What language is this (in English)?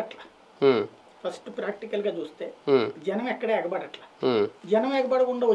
Telugu